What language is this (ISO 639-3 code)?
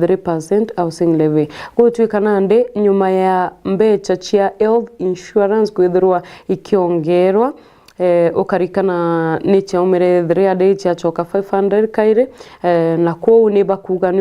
mer